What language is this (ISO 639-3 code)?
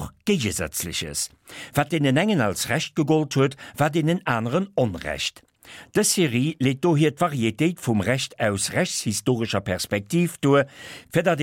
ltz